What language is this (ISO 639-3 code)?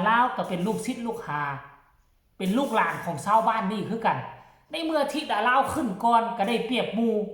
tts